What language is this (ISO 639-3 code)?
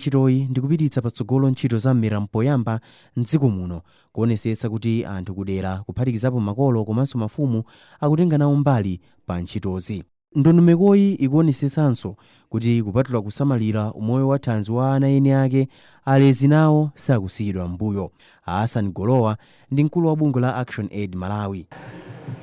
nya